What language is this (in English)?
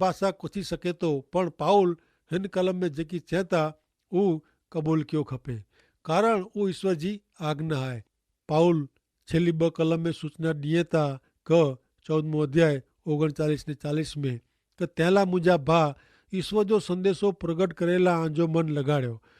Kachhi